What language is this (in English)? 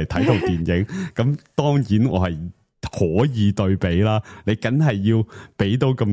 Cantonese